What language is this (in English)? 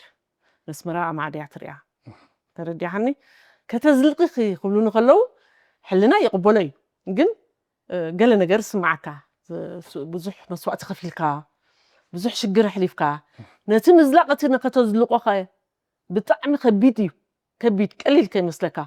Tigrinya